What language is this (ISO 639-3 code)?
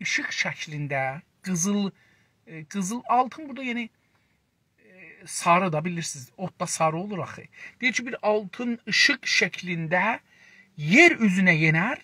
azb